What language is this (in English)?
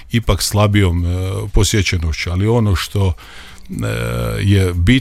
Croatian